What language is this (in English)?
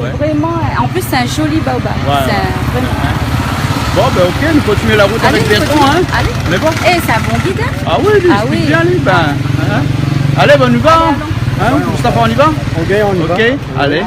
Réunion Creole French